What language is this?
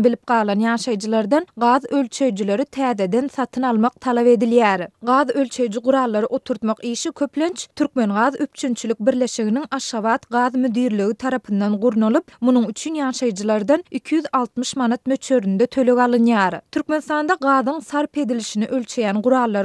Turkmen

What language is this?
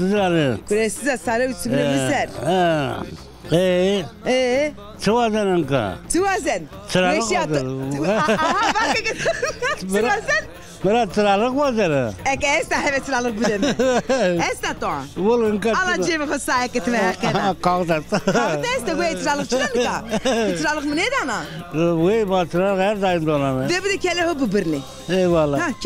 Zaza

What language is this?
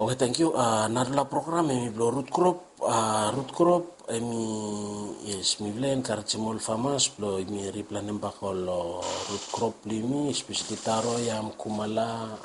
Bislama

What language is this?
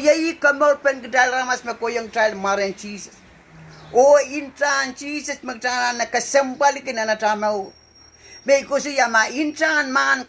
Pohnpeian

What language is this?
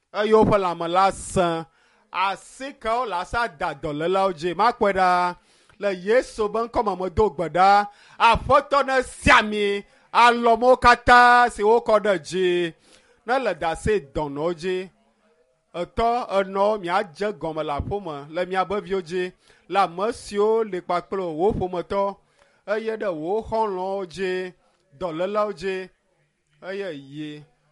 Ewe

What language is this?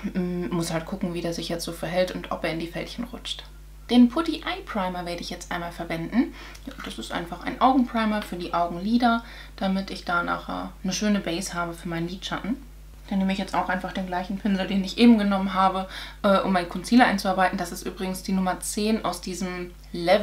German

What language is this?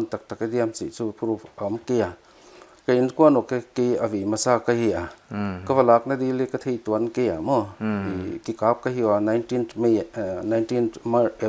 Paite Chin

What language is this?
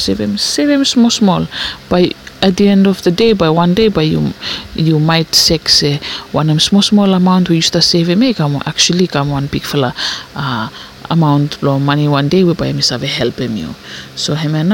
Bislama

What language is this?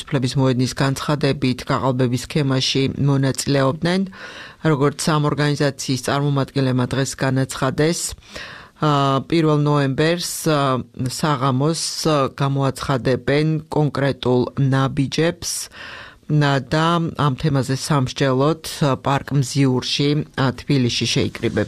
Georgian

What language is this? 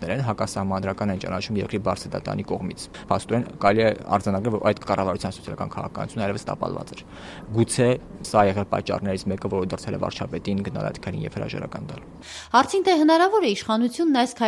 Armenian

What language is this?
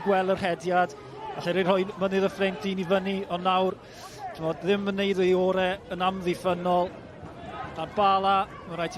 Welsh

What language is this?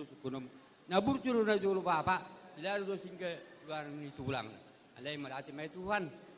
Batak Toba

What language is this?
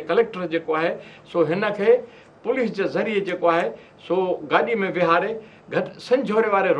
Sindhi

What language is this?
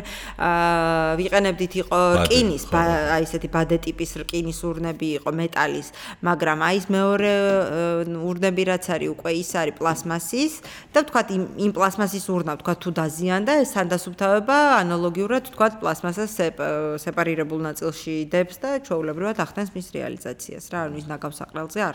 Georgian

